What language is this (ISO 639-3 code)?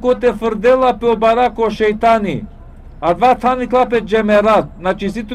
rmn